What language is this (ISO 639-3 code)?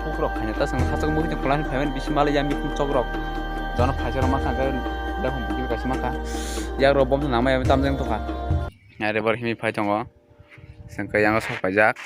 trp